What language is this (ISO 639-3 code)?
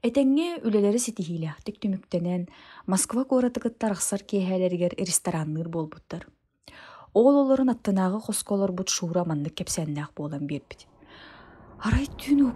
sah